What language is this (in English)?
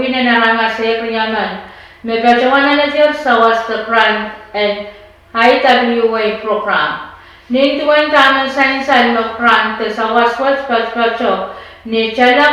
Pohnpeian